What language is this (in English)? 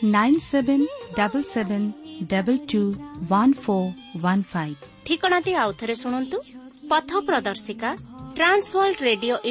Odia